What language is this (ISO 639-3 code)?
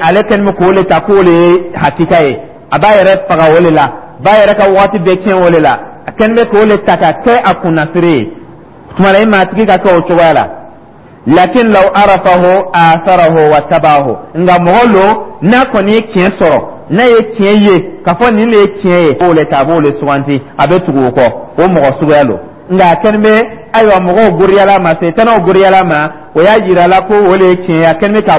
dyu